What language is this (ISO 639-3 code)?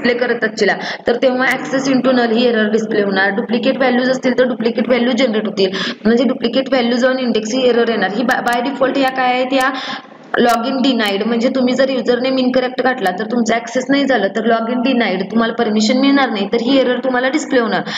mar